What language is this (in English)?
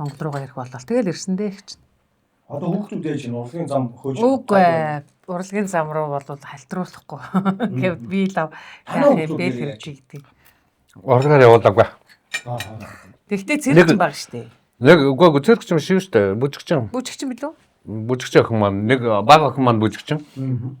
Mongolian